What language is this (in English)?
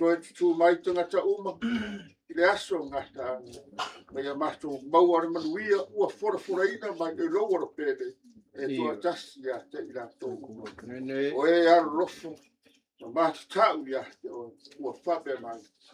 Samoan